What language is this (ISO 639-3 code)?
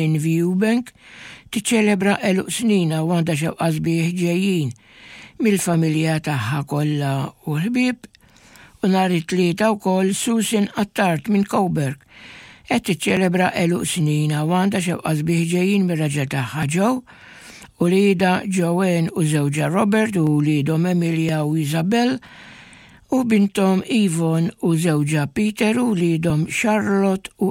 mlt